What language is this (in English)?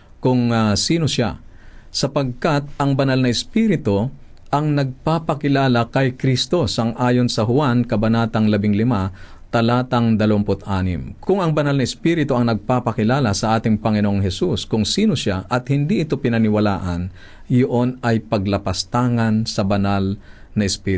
Filipino